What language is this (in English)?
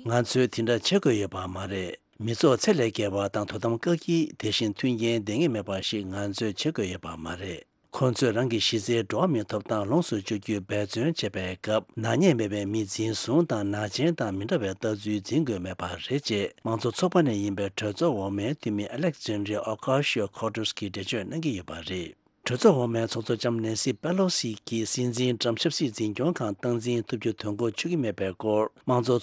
Tibetan